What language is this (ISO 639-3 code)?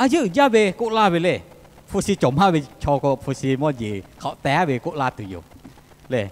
lhu